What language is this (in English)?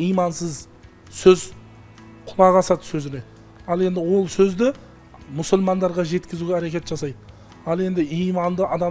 Kazakh